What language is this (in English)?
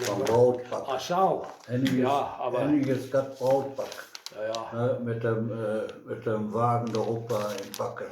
Westphalien